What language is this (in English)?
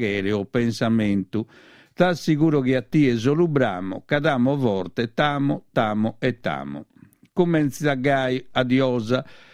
Sardinian